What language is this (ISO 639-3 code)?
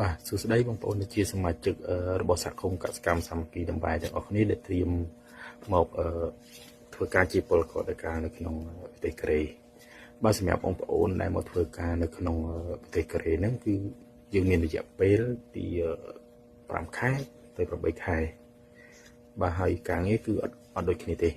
khm